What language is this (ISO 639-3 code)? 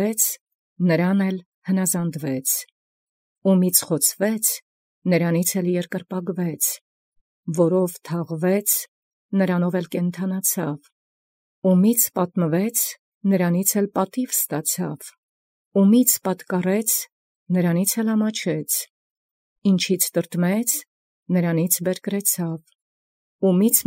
hye